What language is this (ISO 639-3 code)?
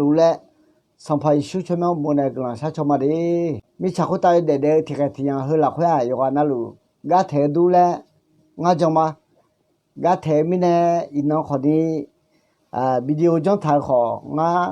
ahk